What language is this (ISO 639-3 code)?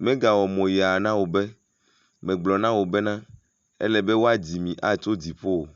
ewe